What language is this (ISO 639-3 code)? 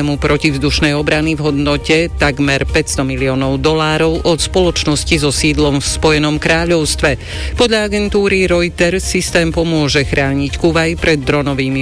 slk